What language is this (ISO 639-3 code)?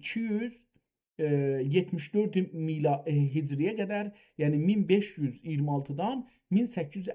azb